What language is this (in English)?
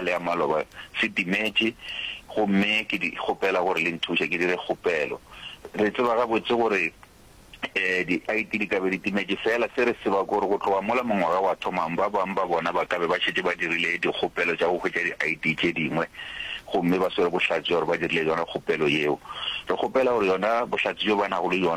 Northern Sotho